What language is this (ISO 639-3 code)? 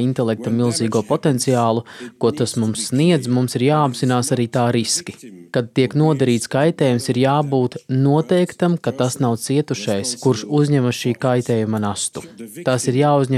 lav